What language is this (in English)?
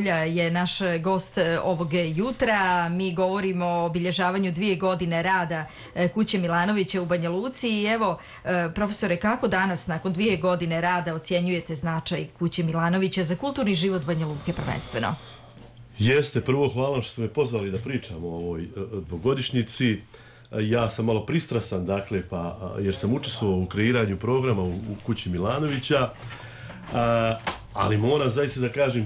Serbian